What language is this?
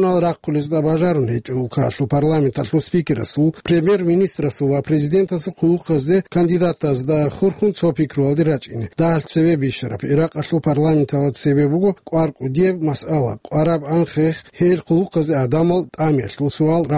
Avaric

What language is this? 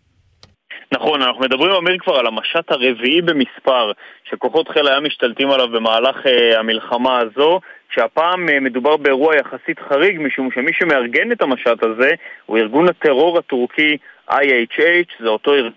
Hebrew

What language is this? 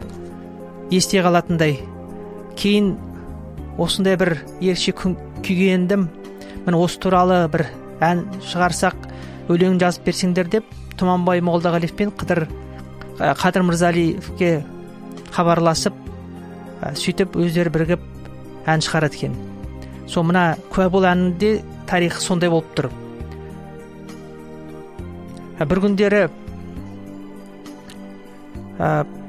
Kazakh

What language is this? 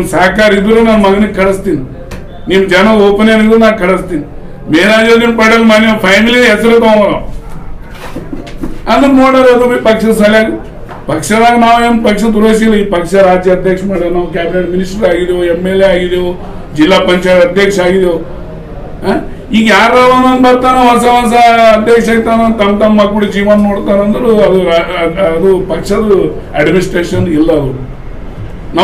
Kannada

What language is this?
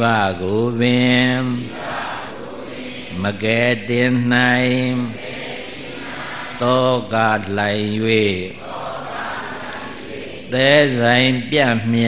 Burmese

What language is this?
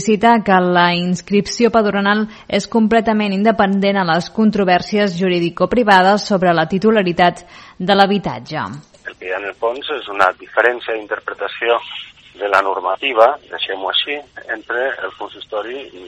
Catalan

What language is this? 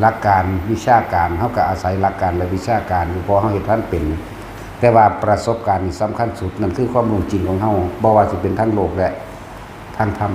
Northeastern Thai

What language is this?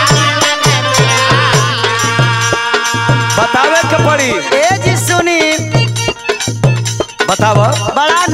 Bhojpuri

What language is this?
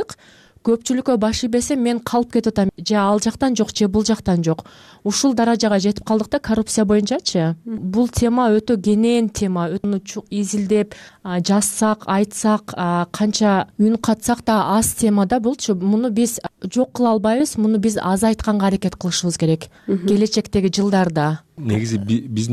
Kyrgyz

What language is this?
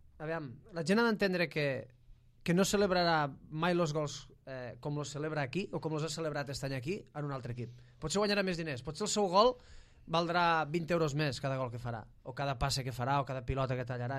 Catalan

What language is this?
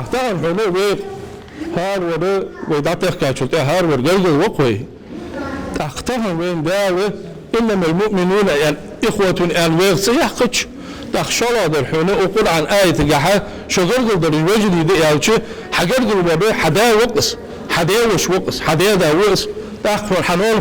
Ingush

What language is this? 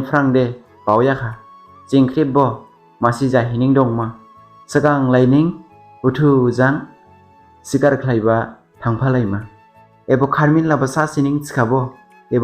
Dimasa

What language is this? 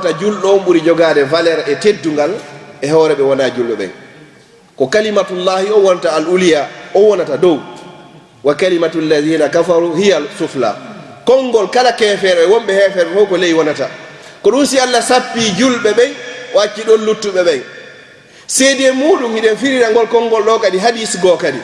Fula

